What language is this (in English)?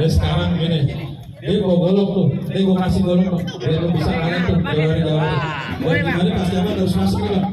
Betawi